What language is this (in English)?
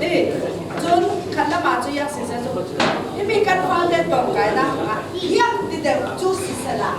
Falam Chin